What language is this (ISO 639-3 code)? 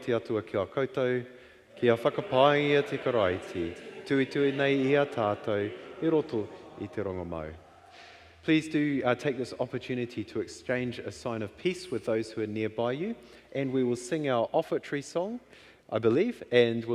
mri